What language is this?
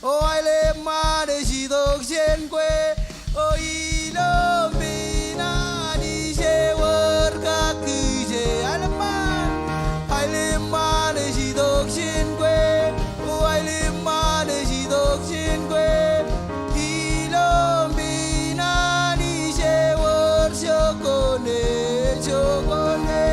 Marshallese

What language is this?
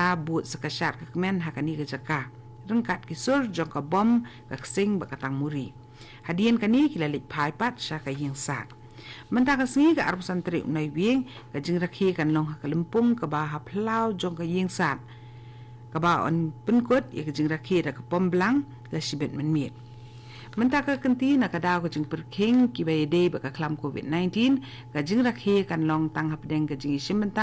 Khasi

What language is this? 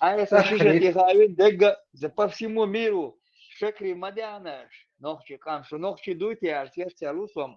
Chechen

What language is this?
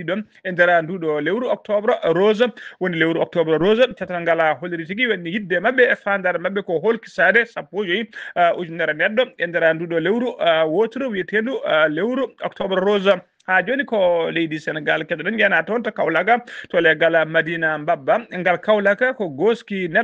Fula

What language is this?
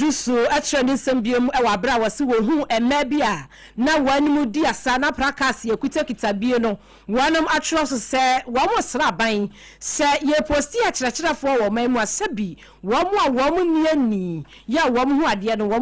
Akan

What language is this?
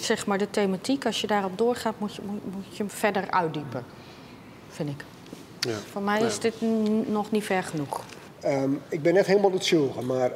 Western Frisian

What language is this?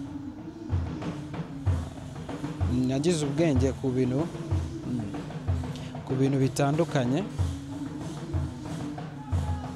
Kinyarwanda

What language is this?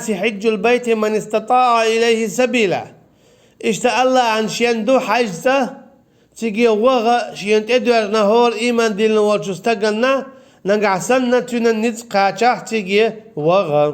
Chechen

